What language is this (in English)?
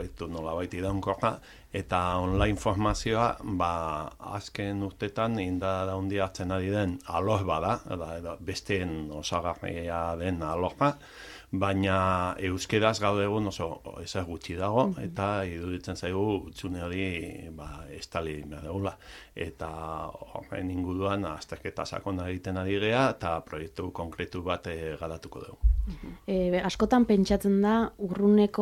Basque